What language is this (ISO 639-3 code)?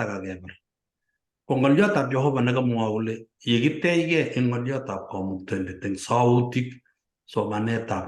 kln